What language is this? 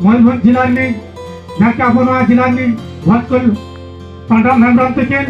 Santali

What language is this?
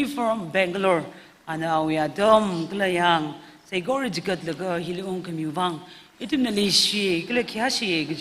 Tangkhul Naga (India)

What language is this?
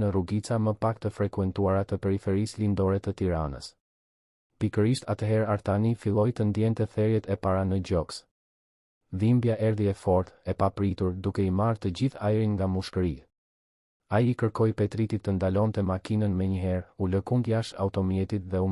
Albanian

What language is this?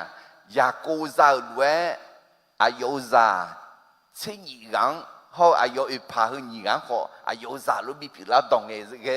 Akha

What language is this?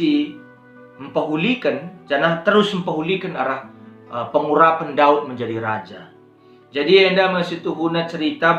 Batak Karo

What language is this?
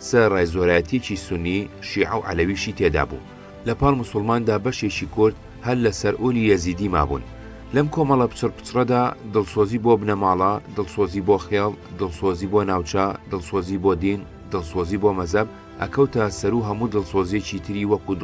Central Kurdish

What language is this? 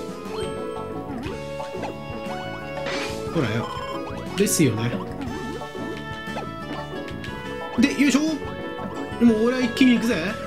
Japanese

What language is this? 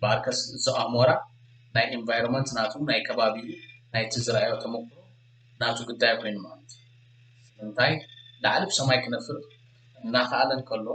Tigrinya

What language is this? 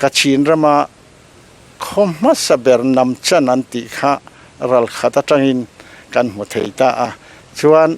Mizo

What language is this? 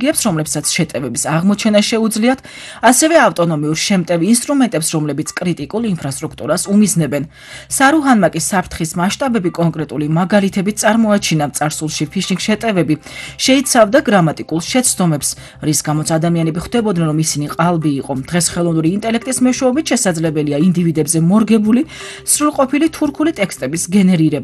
Georgian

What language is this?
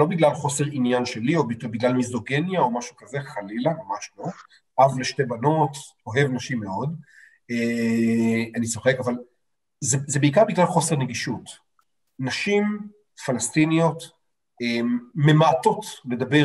Hebrew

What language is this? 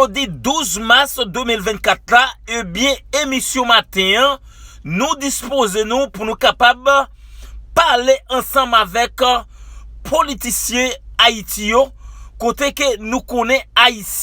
Haitian Creole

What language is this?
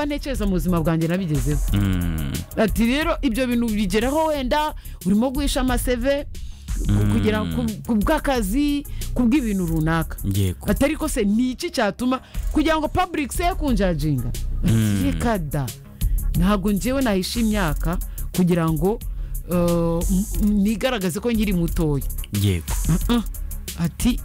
Kinyarwanda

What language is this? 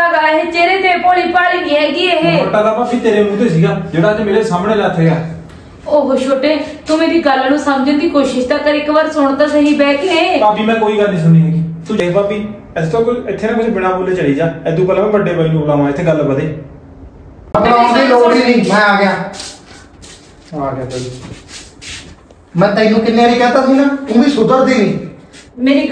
Punjabi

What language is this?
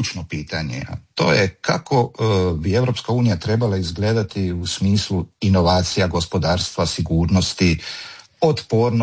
Croatian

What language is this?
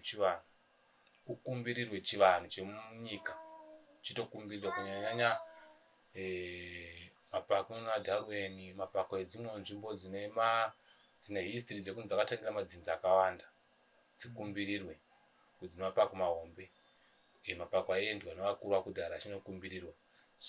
Shona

